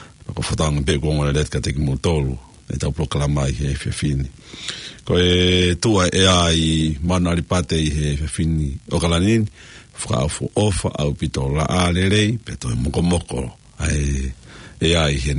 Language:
Tongan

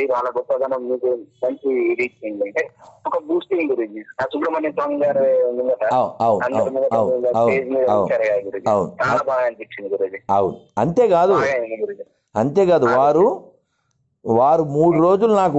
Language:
Telugu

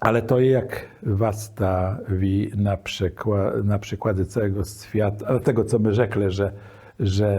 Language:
Kashubian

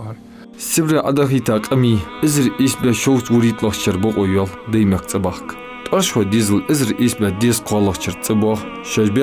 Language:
Ingush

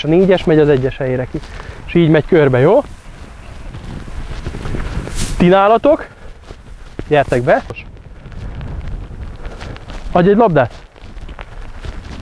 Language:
Hungarian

